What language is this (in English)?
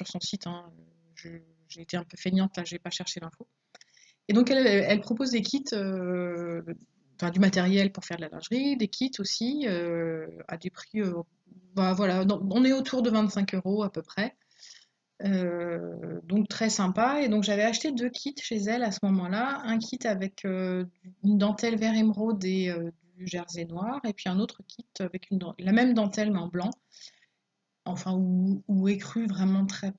French